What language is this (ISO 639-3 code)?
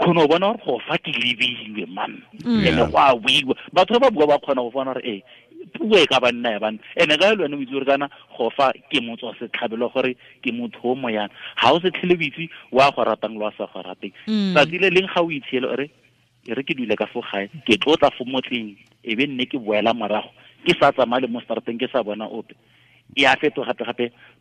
tsn